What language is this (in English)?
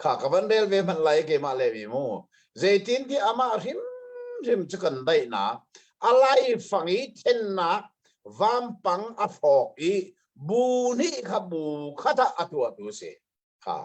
Hakha Chin